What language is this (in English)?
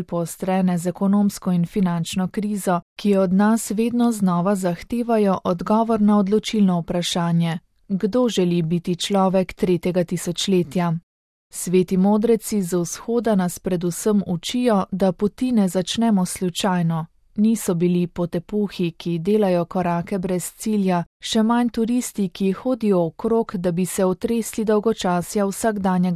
Slovenian